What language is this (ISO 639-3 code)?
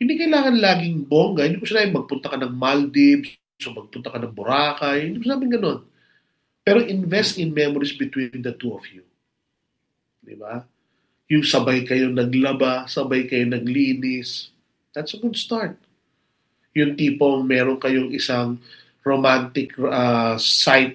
fil